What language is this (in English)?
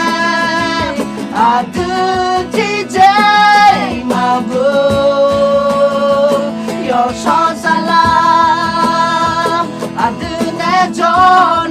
Akha